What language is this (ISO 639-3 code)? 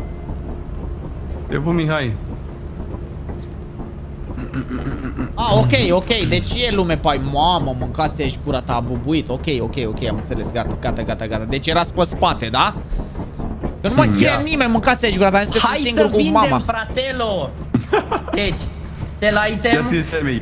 ron